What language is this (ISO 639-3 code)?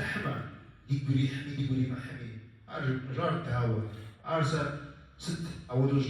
kbd